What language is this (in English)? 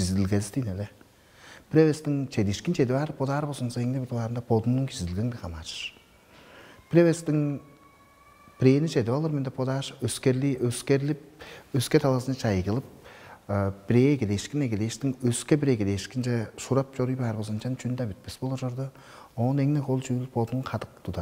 Tuvinian